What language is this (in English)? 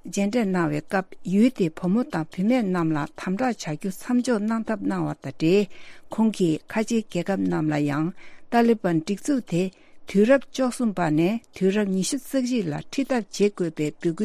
Tibetan